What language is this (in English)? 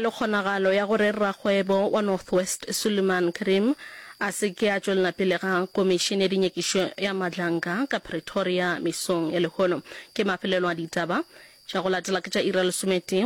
Northern Sotho